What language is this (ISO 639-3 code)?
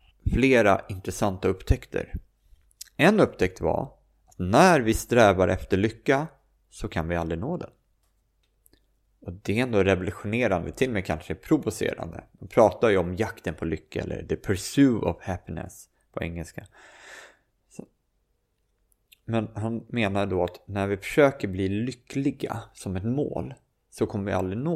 swe